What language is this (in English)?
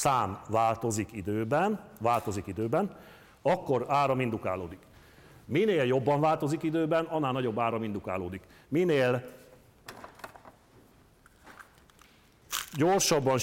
Hungarian